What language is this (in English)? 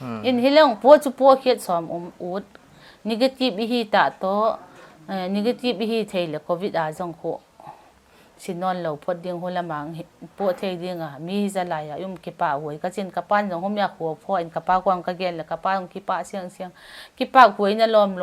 Paite Chin